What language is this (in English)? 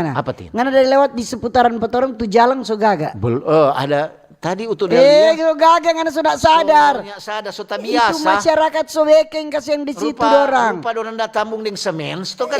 Manado Malay